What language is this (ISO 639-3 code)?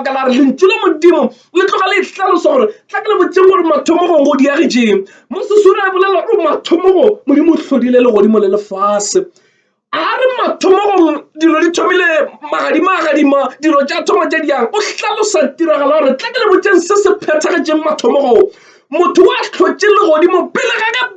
nso